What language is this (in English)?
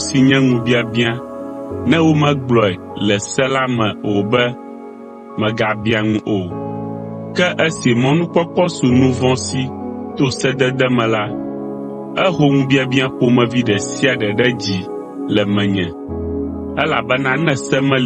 Ewe